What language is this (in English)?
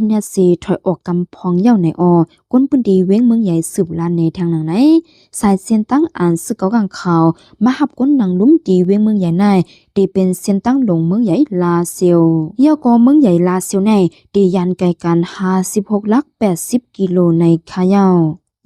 Shan